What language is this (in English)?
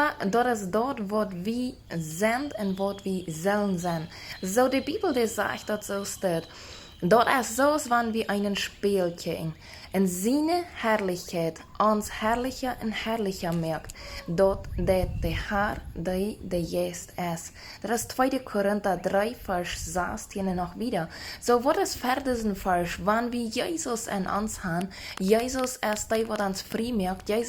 Plautdietsch